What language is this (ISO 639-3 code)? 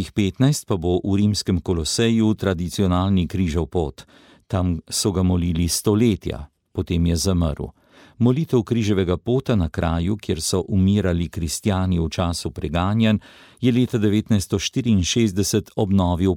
slv